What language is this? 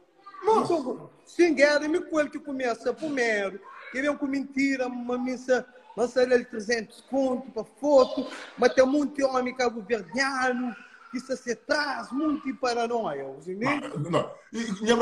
Kabuverdianu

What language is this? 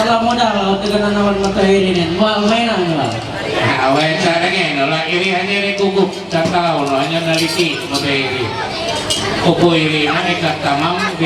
Ma'anyan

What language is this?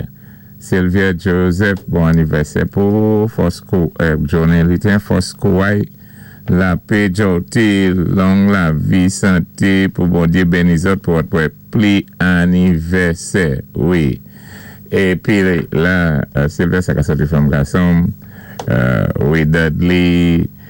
Saint Lucian Creole French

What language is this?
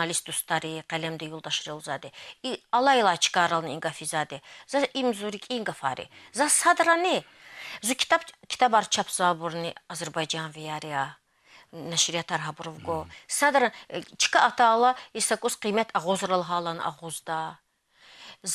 Lezghian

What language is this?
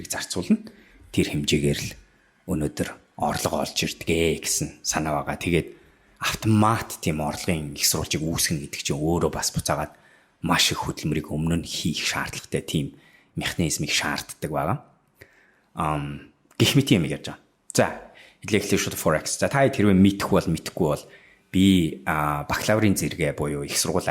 Mongolian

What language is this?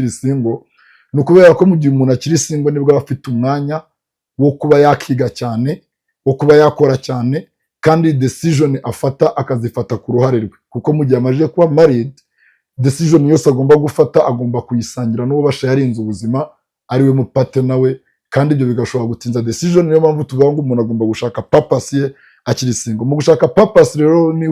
Kinyarwanda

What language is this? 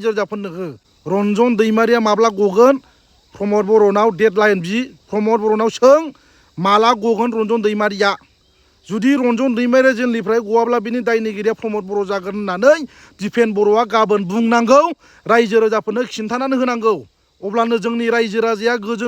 Bodo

